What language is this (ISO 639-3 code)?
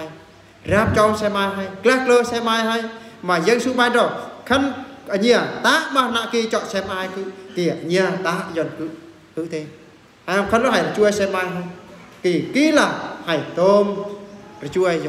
bru